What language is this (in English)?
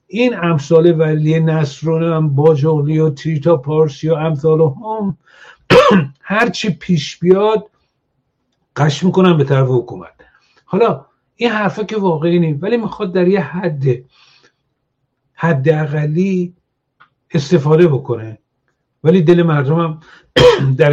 Persian